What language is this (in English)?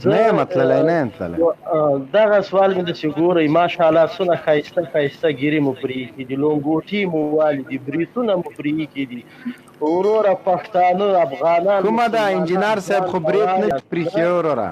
Pashto